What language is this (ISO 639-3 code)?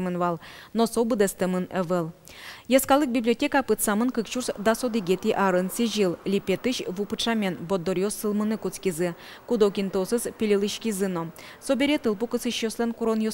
udm